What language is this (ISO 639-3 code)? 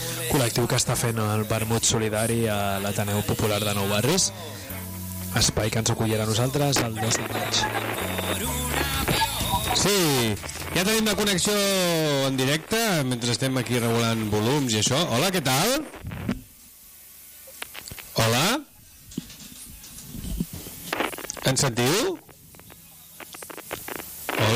cat